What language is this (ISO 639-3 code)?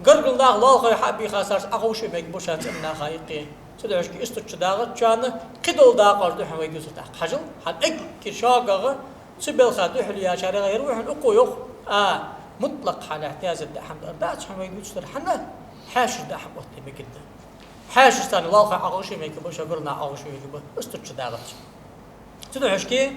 inh